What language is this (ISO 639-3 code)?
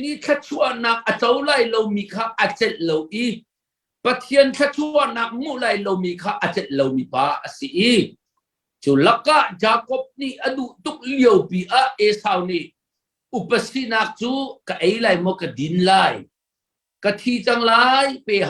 cnh